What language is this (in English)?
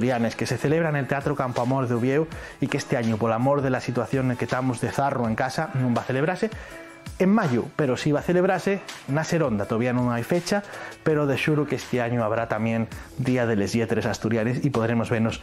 Asturian